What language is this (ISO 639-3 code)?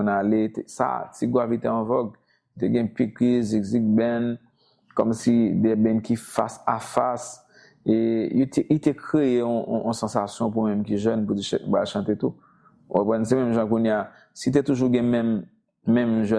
hat